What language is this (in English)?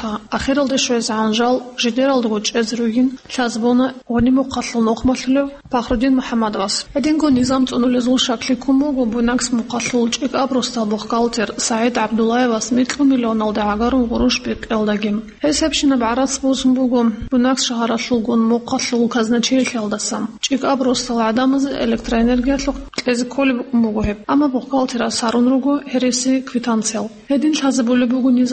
Avaric